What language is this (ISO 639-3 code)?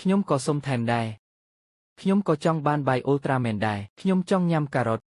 khm